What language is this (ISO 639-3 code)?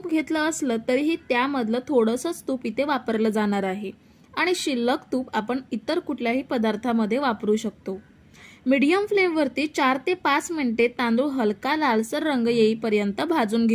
mar